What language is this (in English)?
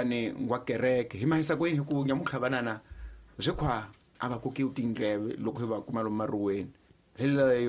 Tsonga